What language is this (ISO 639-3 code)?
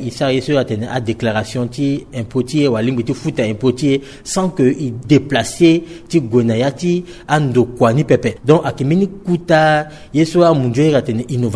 sag